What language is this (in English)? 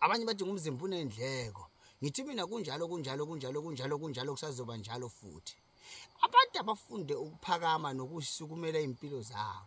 Zulu